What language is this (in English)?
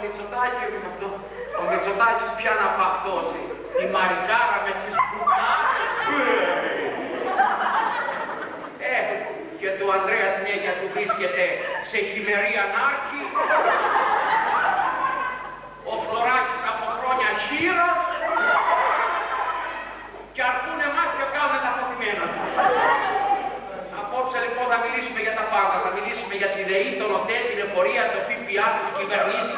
Greek